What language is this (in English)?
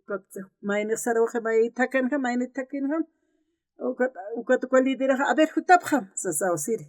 Aymara